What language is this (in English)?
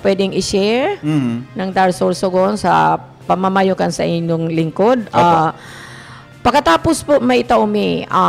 Bikol